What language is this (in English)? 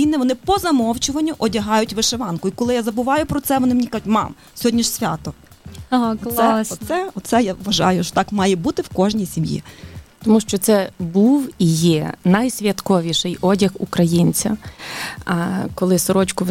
Ukrainian